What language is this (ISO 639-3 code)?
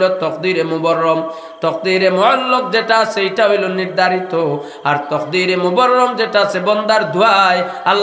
syl